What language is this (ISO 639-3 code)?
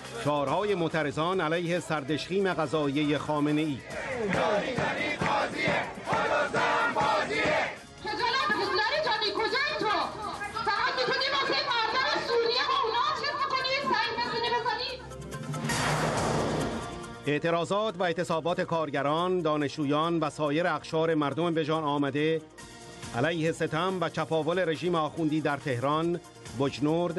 fas